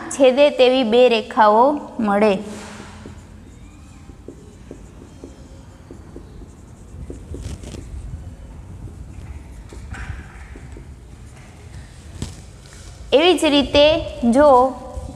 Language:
Gujarati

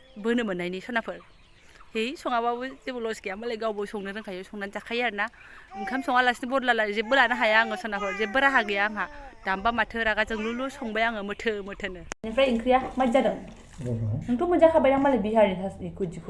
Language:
Bodo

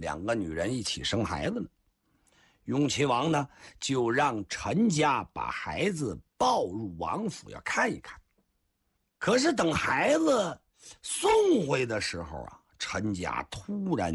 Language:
Chinese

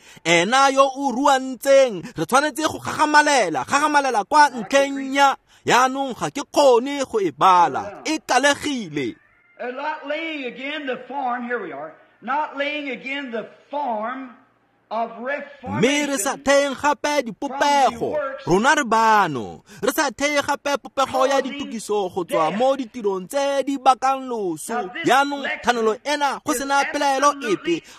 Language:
Tswana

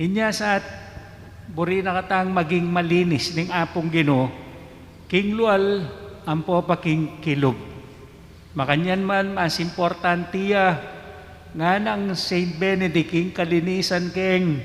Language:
Pampanga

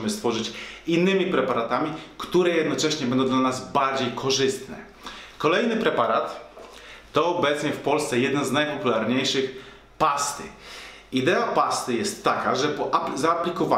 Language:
Polish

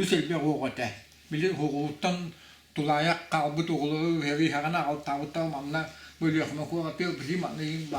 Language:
Yakut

